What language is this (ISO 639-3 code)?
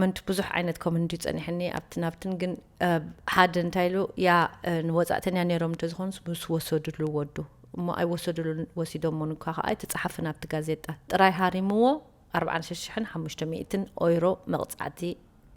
tir